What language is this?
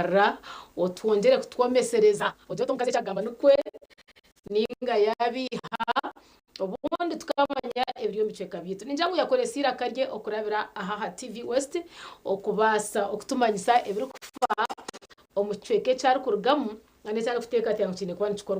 Nyankole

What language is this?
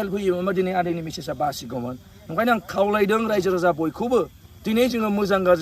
Bodo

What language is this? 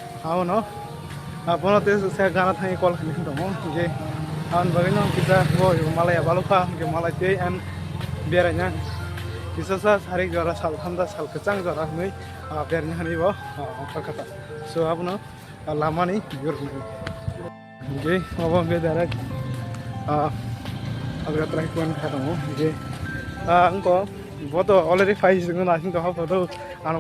Kok Borok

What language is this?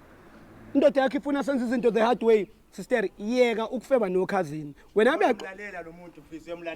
Zulu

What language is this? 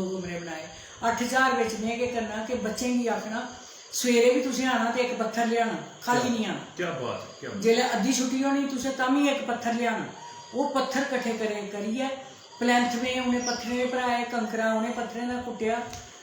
Dogri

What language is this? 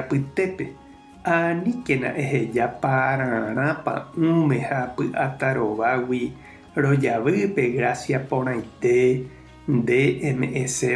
Guarani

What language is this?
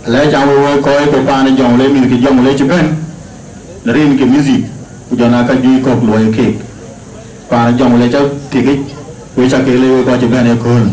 Dinka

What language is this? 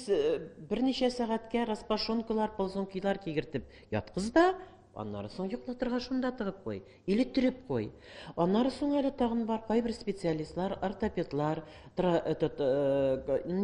Tatar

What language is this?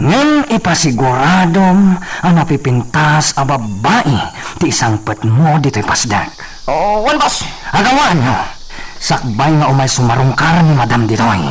Iloko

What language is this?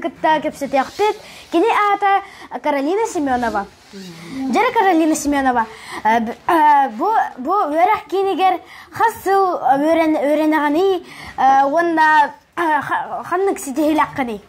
Yakut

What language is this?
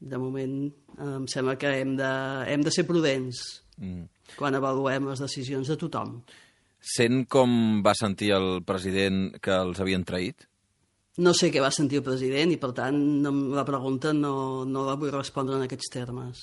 Catalan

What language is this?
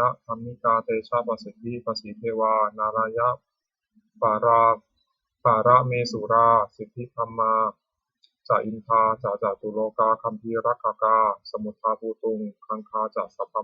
Pali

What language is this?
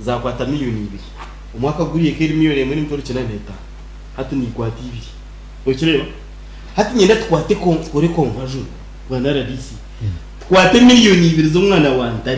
Nyankole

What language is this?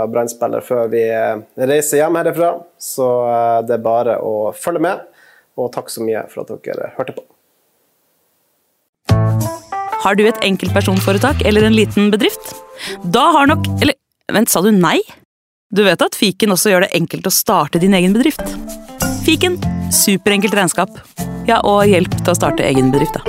Norwegian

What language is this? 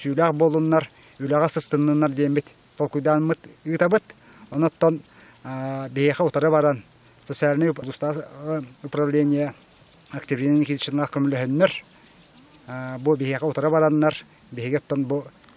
Yakut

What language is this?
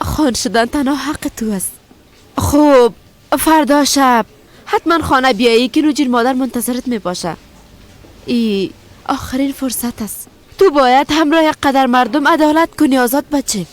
Persian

